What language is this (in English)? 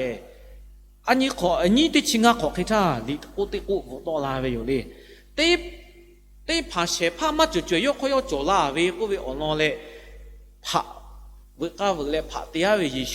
Lahu